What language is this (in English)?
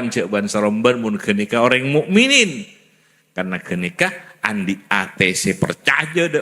Madurese